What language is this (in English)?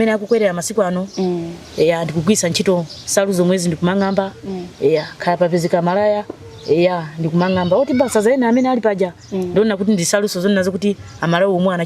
Nyanja